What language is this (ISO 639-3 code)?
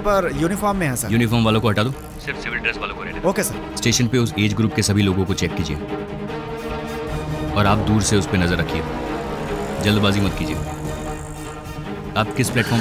hin